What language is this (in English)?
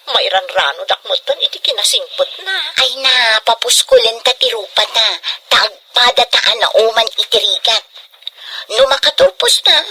Iloko